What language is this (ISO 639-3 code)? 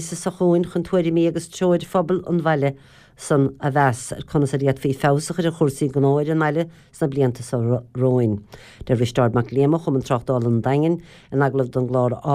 gle